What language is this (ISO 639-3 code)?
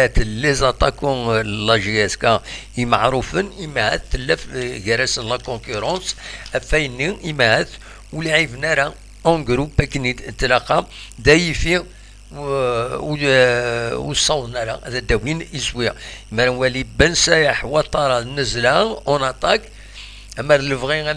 kab